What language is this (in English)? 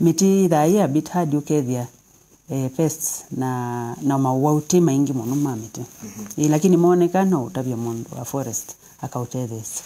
Kamba